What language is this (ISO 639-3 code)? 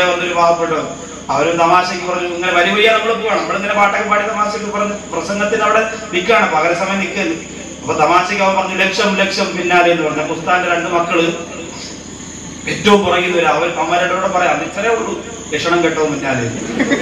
mal